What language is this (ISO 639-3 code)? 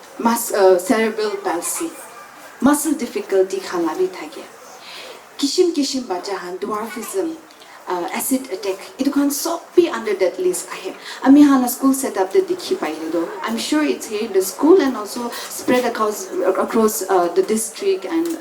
nag